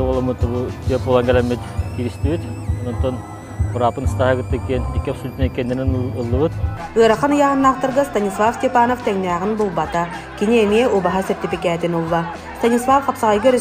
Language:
Yakut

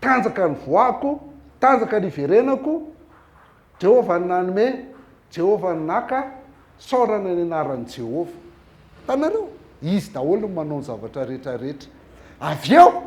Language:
Malagasy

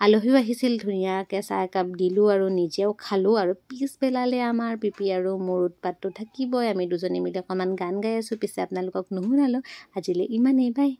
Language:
Assamese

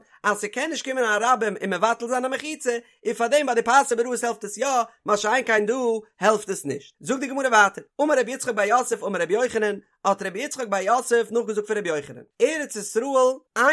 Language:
Yiddish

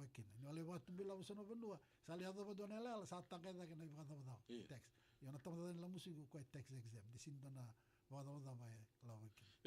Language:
Fijian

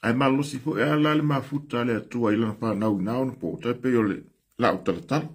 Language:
Samoan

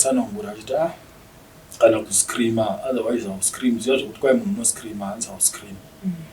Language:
Shona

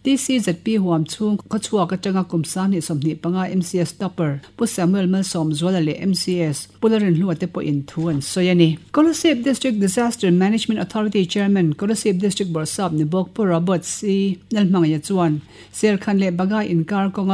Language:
Mizo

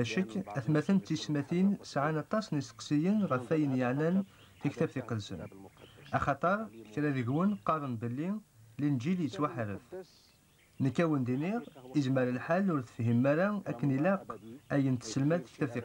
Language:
Kabyle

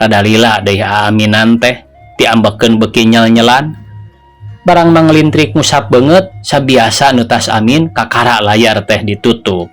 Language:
Sundanese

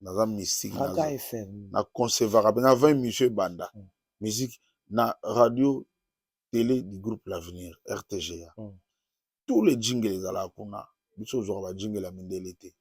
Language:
Lingala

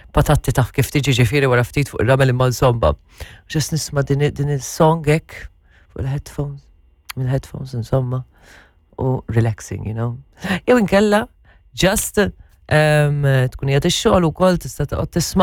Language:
Maltese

